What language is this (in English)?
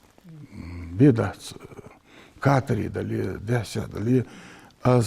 Ingush